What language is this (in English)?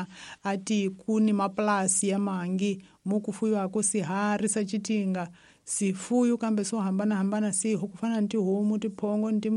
Tsonga